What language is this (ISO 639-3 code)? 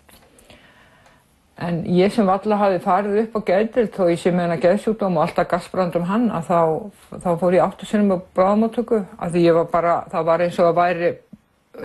isl